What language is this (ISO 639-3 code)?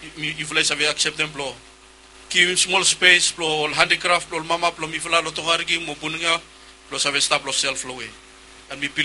bis